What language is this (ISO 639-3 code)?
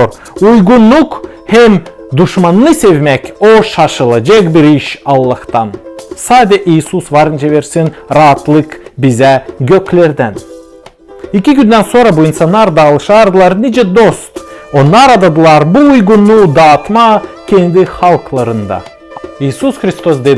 gag